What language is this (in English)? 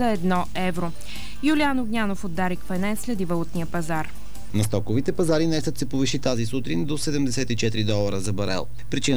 Bulgarian